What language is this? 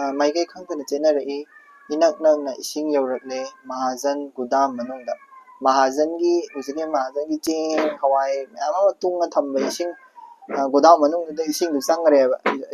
Manipuri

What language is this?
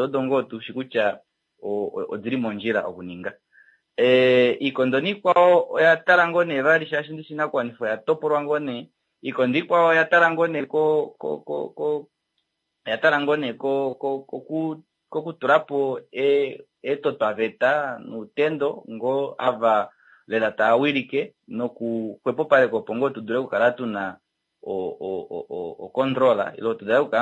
Kuanyama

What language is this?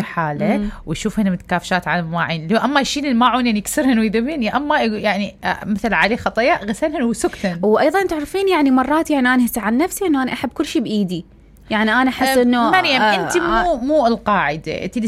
Mesopotamian Arabic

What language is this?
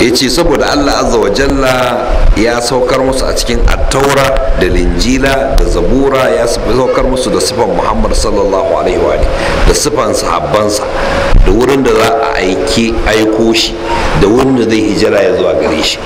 Hausa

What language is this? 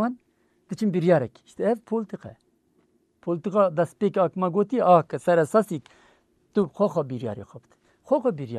Kurdish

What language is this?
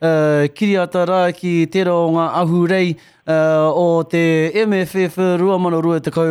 Māori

